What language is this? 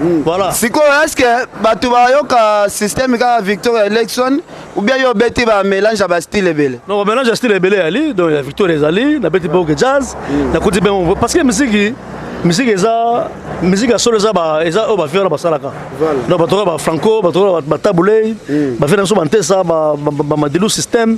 Lingala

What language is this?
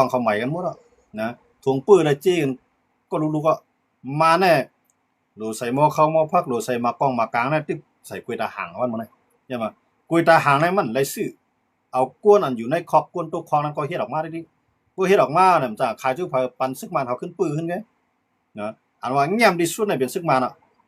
Shan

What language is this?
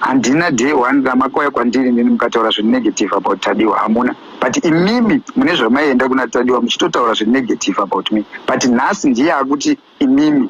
Shona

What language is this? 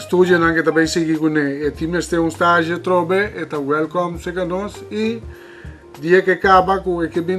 Papiamento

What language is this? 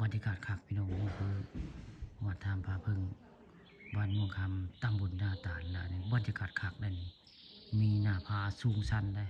Northeastern Thai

